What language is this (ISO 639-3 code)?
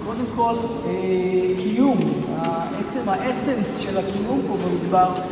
heb